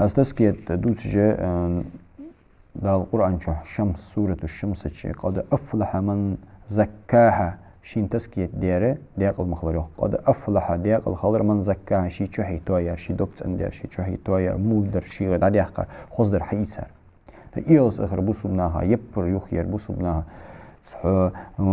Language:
Ingush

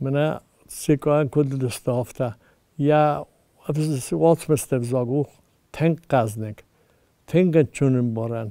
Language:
Ossetic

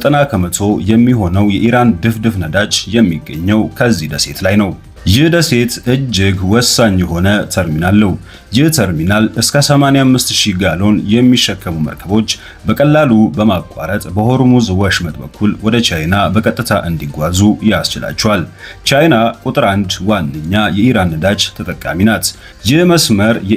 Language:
Amharic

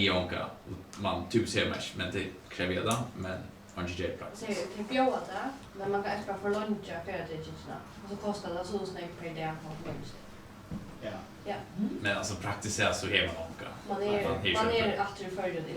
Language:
Faroese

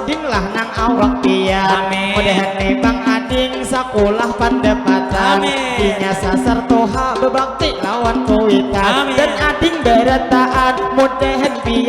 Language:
Banjar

